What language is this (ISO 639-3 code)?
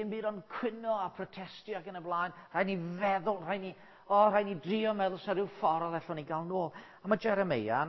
cym